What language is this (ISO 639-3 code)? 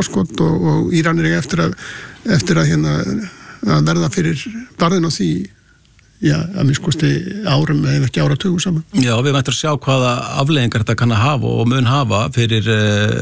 isl